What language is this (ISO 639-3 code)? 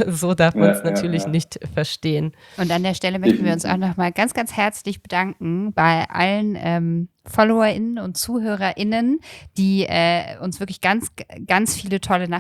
deu